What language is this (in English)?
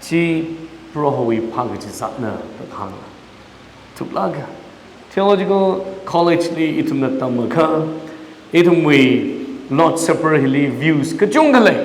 Tangkhul Naga (India)